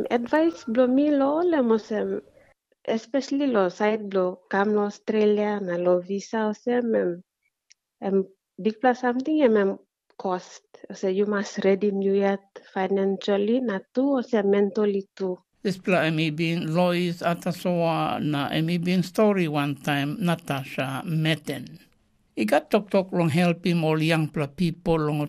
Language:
Tok Pisin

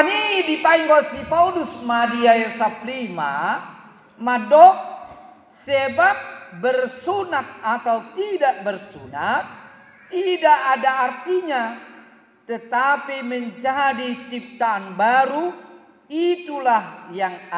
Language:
Batak Toba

